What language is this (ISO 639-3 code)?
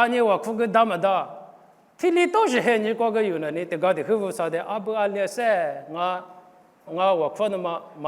lis